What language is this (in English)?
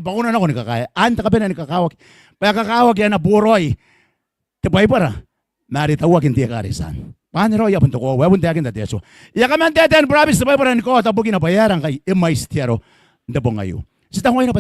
Gilbertese